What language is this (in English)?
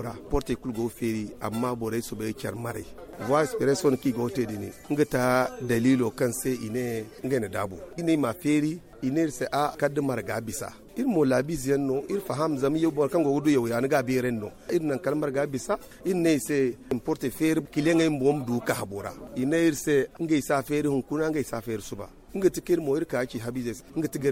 Zarma